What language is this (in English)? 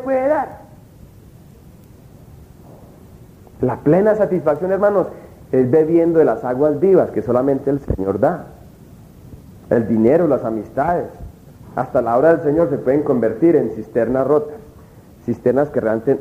Spanish